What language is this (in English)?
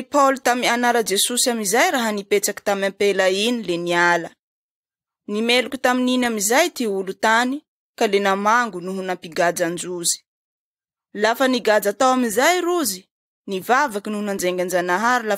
Malagasy